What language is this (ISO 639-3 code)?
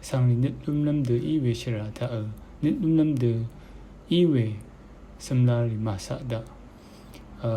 raw